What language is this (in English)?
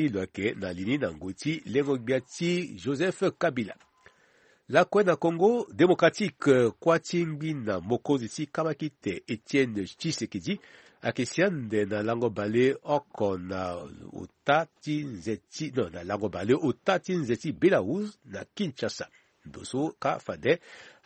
Sango